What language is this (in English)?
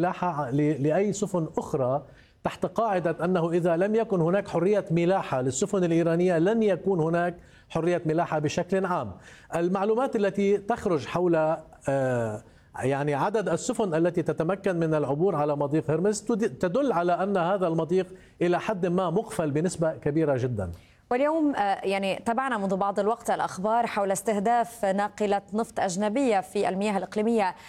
Arabic